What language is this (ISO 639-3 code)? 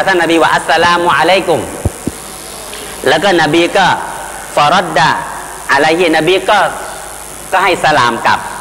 tha